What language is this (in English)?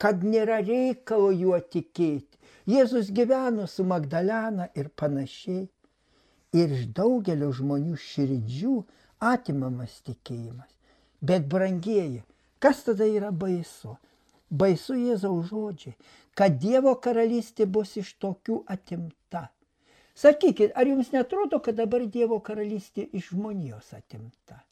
Lithuanian